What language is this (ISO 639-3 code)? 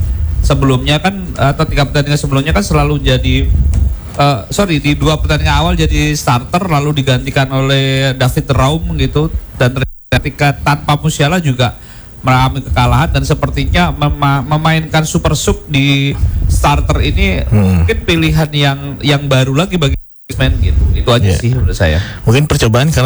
ind